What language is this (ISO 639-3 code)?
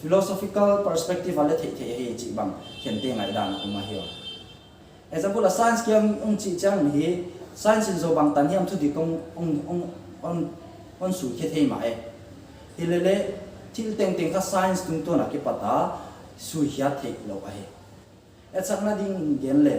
pck